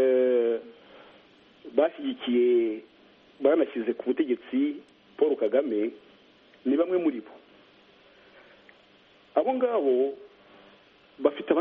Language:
Kinyarwanda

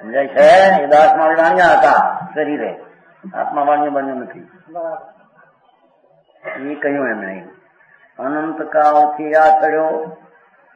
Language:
Gujarati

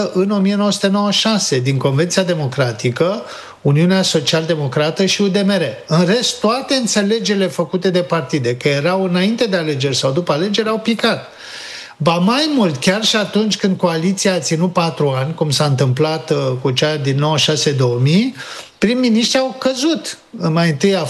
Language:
Romanian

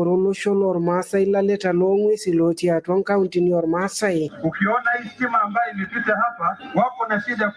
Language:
Masai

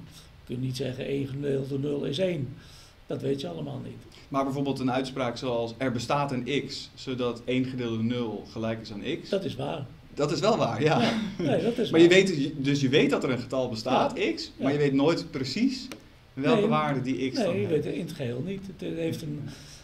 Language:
Dutch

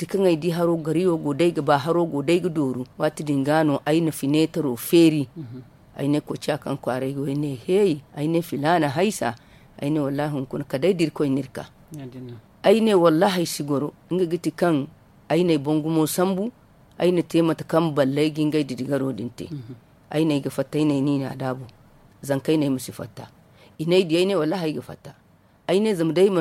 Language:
Zarma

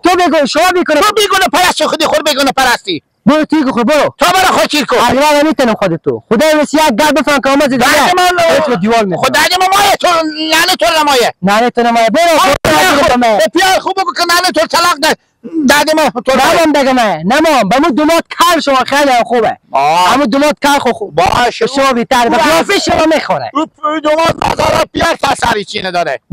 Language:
Persian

